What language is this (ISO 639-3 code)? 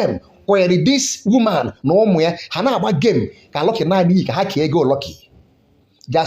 ibo